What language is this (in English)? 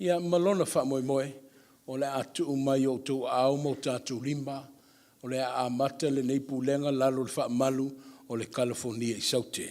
Samoan